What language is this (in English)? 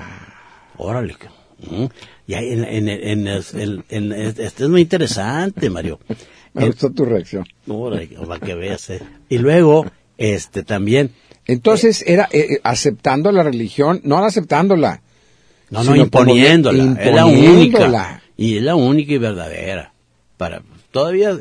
Spanish